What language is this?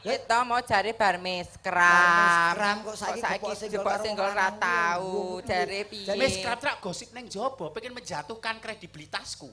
Javanese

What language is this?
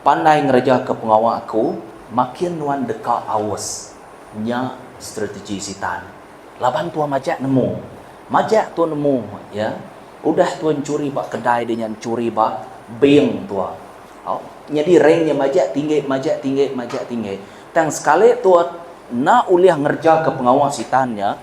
Iban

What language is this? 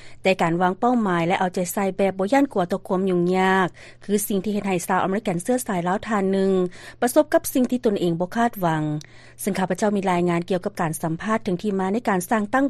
Lao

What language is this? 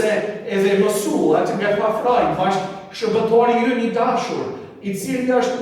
Albanian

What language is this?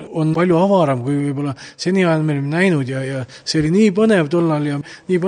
Estonian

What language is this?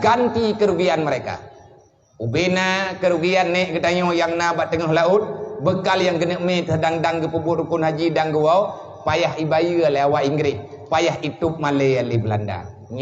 Achinese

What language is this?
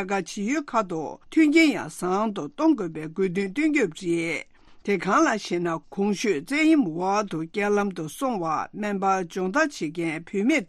Tibetan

